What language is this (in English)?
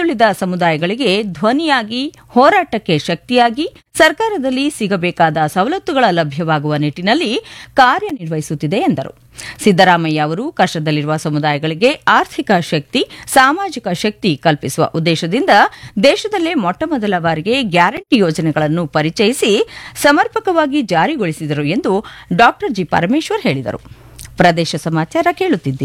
Kannada